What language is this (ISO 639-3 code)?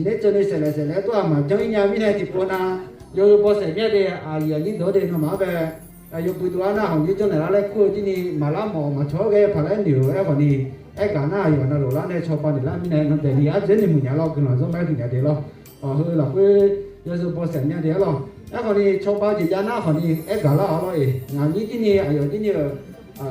ahk